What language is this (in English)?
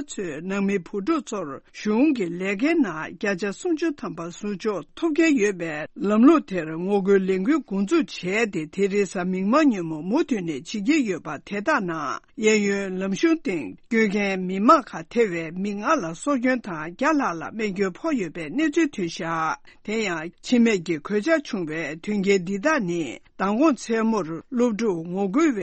Tibetan